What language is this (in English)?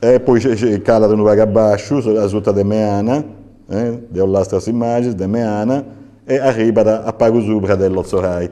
Sardinian